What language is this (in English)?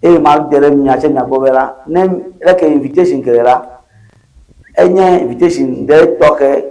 Ewe